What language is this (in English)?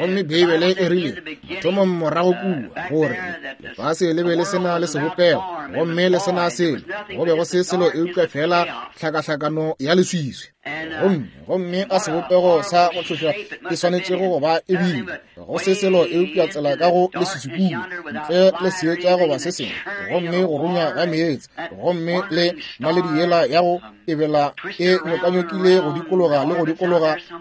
Northern Sotho